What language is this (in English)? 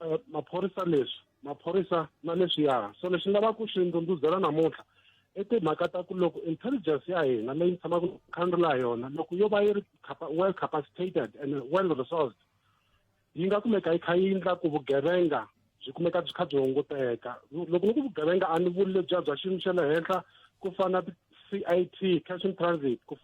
Tsonga